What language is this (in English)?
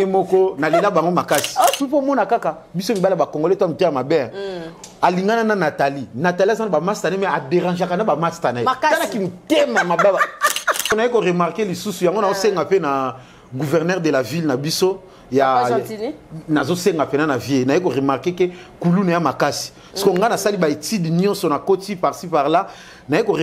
Lingala